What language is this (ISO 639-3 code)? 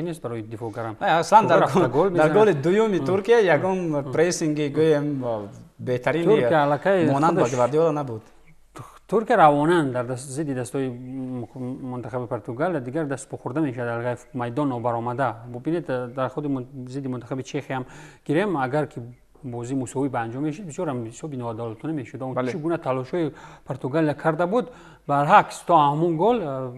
tgk